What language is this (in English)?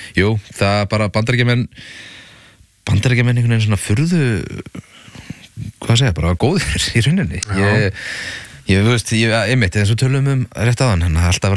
Icelandic